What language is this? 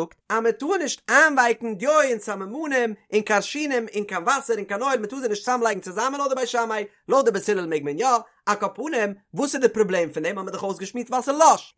Yiddish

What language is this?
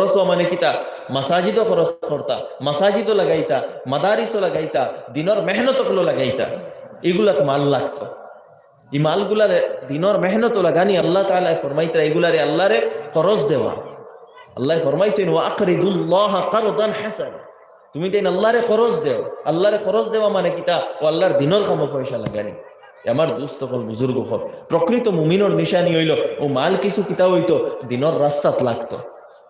Sylheti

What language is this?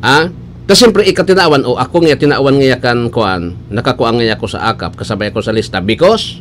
Bikol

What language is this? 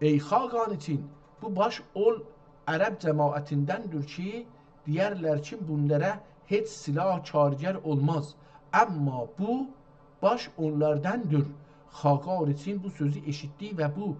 South Azerbaijani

